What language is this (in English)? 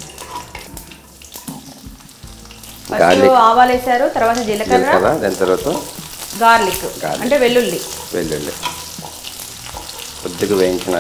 Telugu